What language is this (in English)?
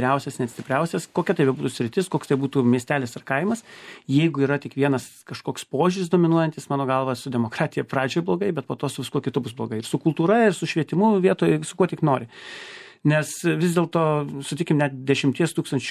Lithuanian